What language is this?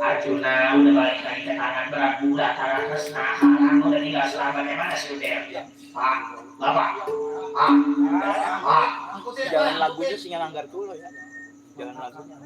Betawi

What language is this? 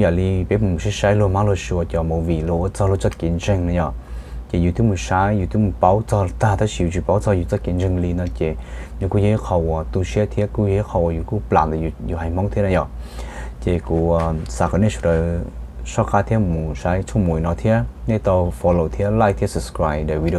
Hmong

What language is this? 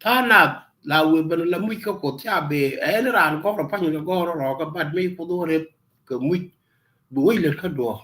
Nuer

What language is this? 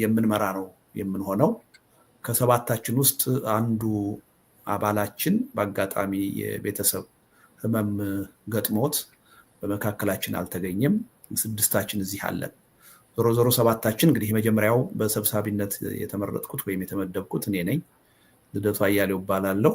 Amharic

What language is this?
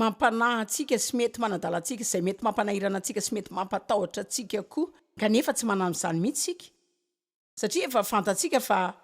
Malagasy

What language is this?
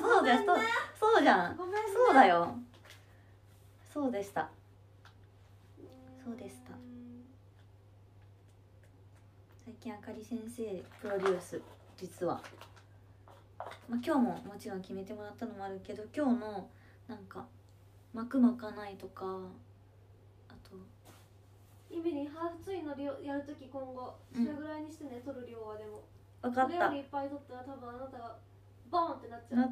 Japanese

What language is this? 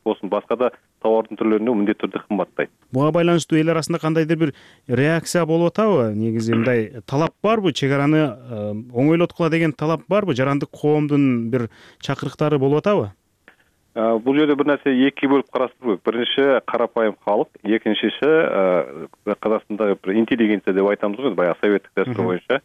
Kyrgyz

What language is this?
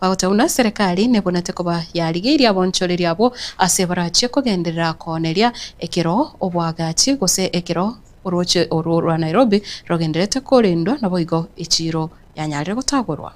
Gusii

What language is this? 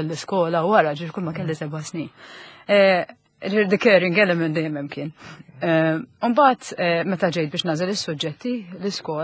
Maltese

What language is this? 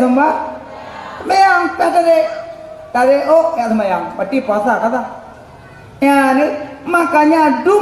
Achinese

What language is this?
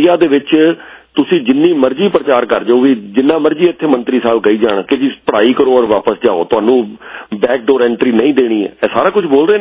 Punjabi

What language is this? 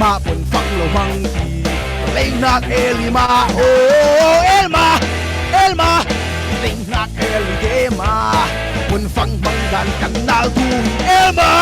Falam Chin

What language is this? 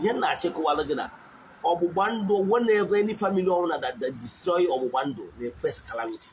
Igbo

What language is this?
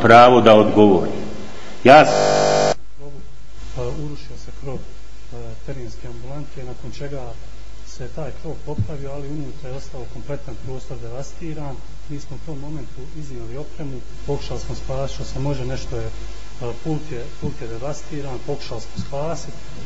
Bosnian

